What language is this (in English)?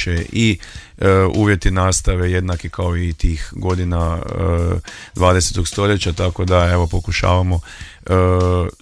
Croatian